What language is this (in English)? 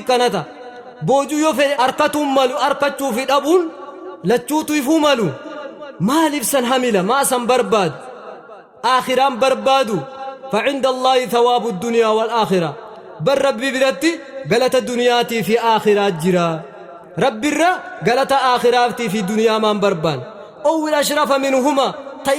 Oromo